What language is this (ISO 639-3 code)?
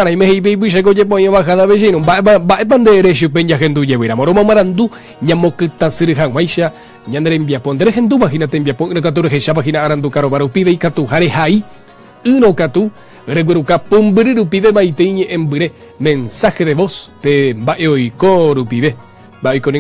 grn